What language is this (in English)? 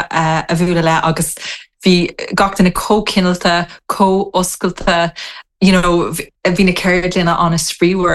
Irish